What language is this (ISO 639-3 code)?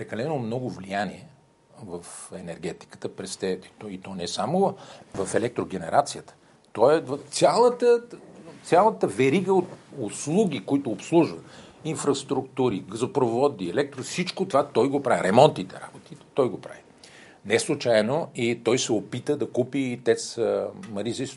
bul